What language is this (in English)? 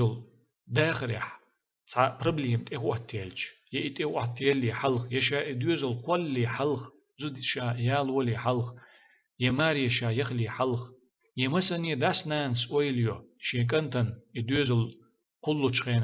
Chechen